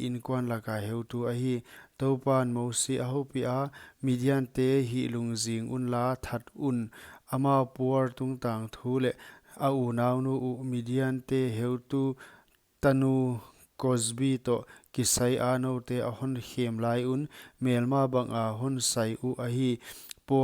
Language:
Paite Chin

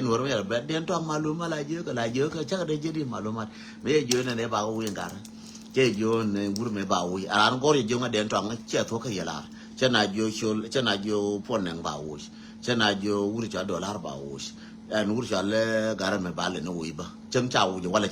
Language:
Nuer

